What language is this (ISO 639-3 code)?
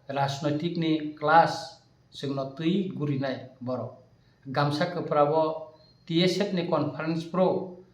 trp